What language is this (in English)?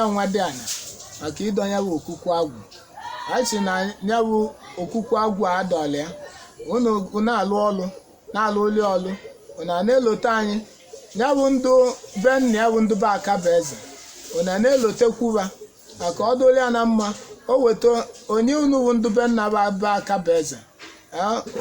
Igbo